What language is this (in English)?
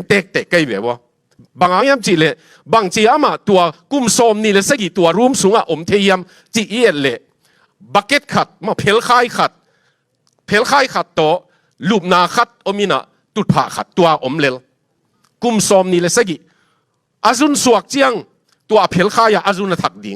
Tedim Chin